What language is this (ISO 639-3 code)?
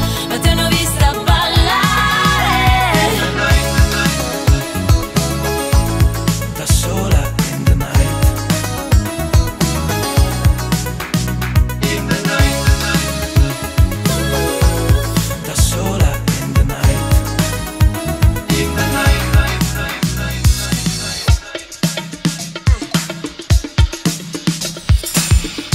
ita